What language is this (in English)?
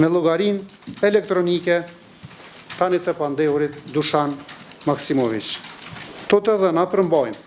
Albanian